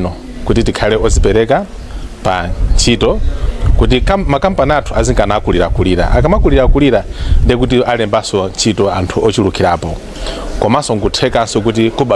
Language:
Nyanja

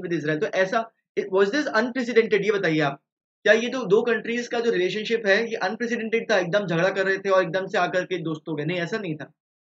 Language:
Hindi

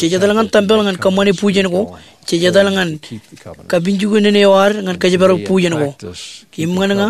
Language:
Marshallese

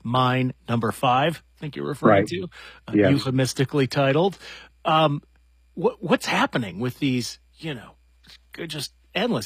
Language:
English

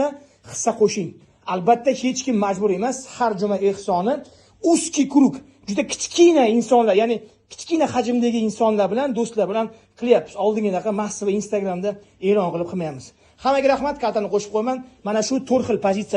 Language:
Uzbek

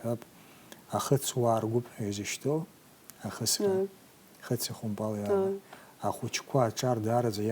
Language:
Abkhazian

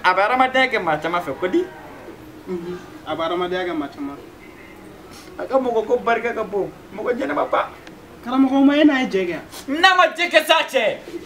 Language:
Bambara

